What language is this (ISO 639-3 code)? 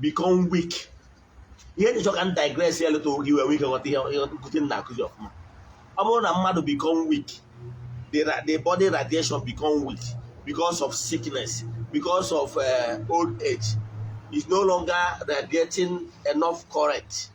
ibo